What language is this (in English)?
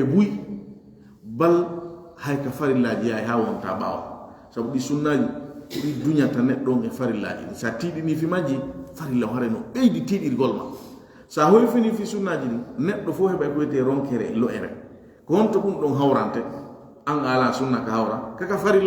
Fula